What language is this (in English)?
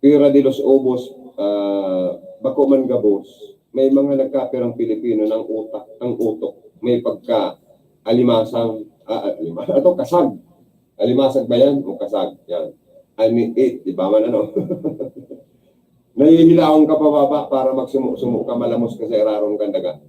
Bikol